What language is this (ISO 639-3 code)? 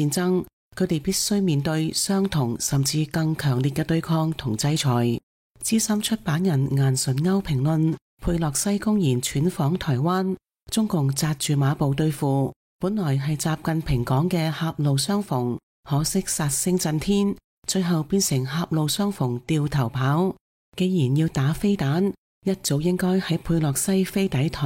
yue